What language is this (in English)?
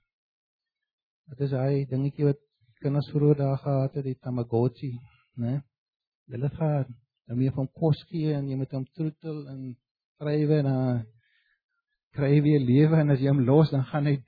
Afrikaans